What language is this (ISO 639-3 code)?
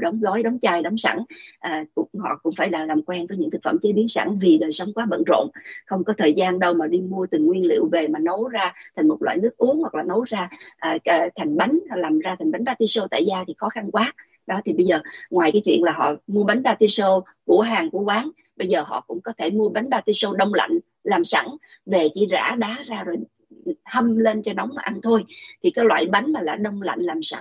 vie